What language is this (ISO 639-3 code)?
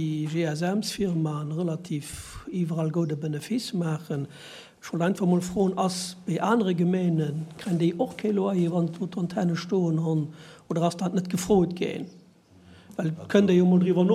ltz